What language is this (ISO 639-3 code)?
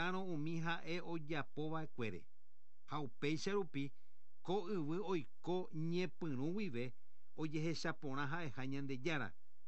grn